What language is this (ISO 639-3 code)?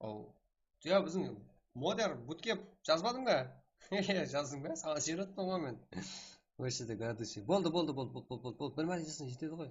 kaa